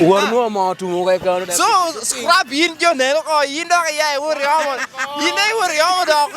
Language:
Lango (Uganda)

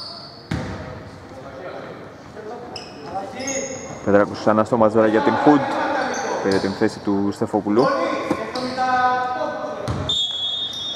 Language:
Greek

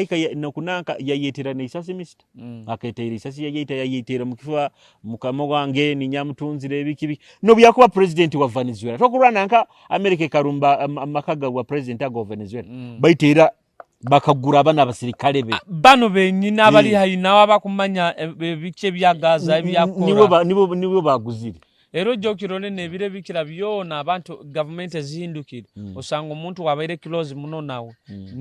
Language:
Nyoro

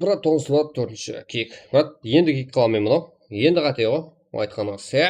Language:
Kara-Kalpak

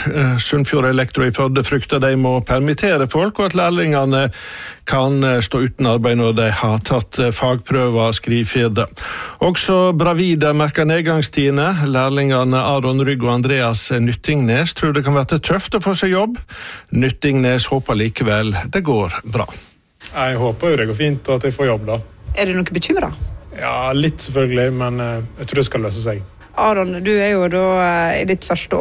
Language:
Norwegian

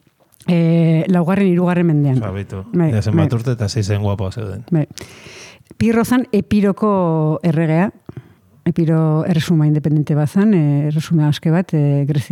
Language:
Basque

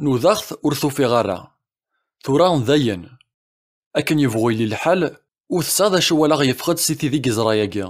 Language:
Kabyle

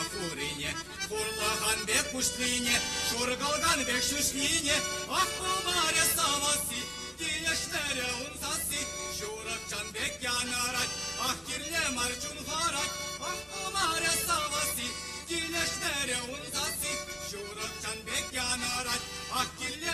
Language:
Chuvash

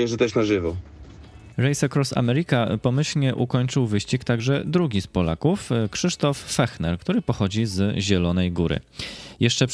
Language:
Polish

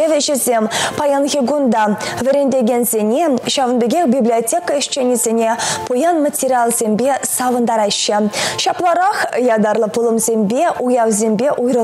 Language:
Chuvash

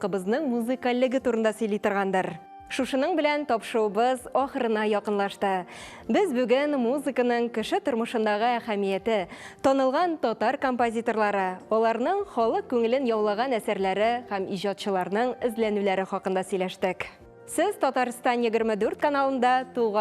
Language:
Tatar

